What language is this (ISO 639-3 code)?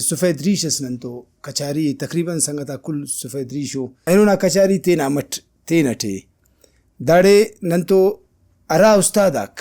brh